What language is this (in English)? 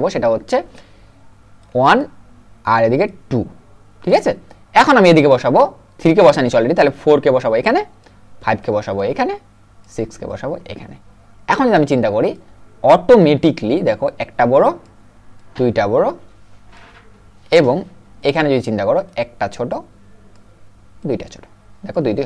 Bangla